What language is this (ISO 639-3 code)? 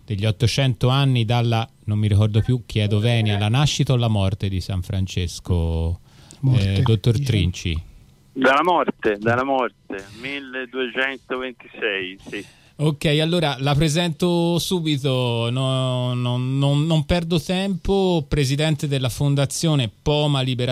ita